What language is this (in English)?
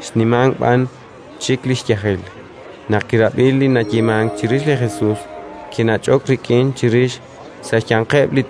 Kekchí